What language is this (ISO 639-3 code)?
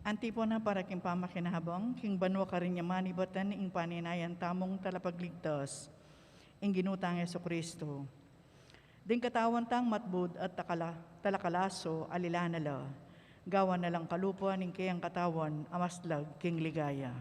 pam